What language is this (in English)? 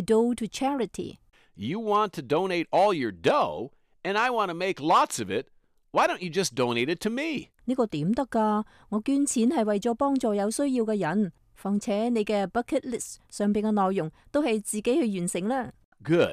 Cantonese